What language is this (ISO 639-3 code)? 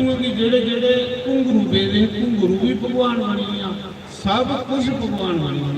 doi